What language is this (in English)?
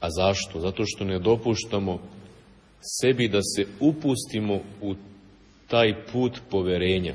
Serbian